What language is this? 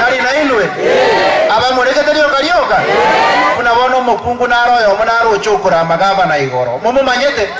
Gusii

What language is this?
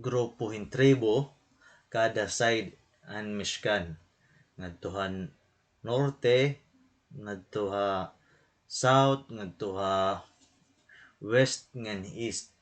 Waray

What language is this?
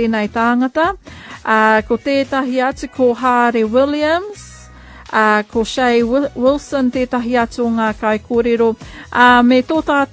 Māori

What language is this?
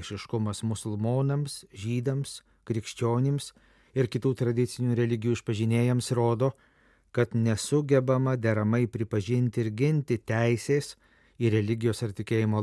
Lithuanian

